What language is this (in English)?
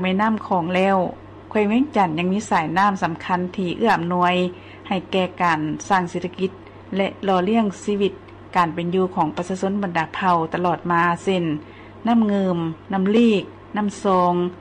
Lao